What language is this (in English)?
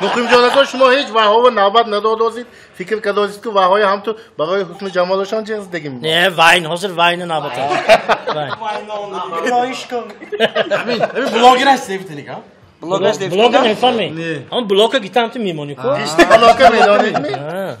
Tajik